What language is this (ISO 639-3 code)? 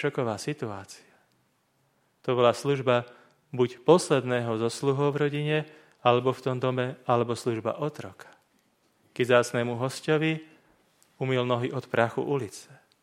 slk